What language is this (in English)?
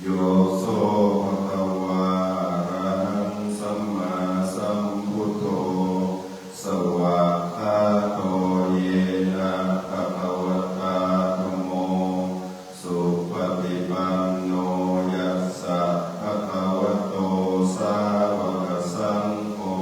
Pali